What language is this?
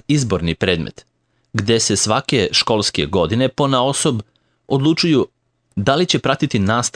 Serbian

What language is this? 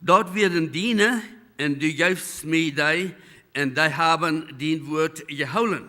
Plautdietsch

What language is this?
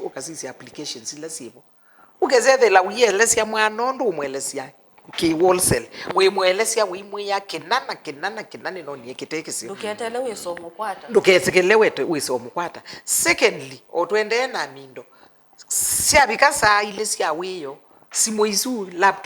Kamba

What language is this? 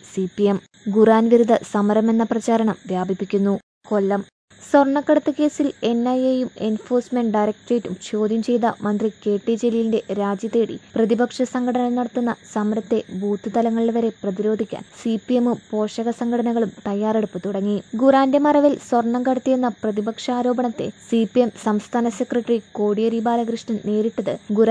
Malayalam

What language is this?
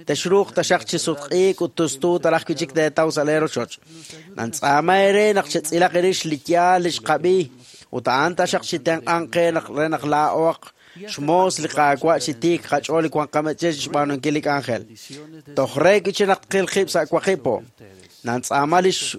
Kekchí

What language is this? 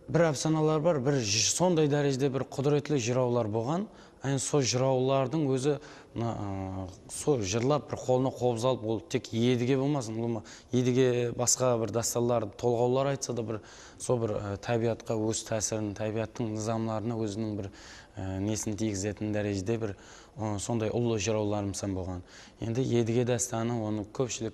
Kara-Kalpak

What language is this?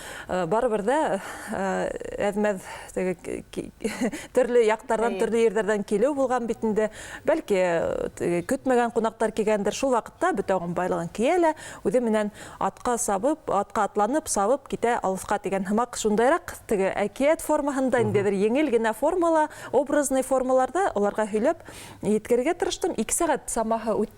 Bashkir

